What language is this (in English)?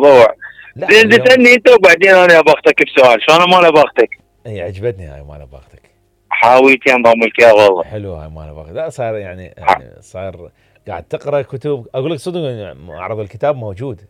Mesopotamian Arabic